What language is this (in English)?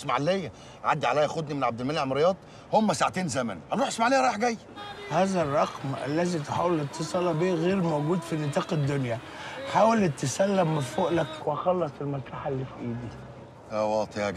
Egyptian Arabic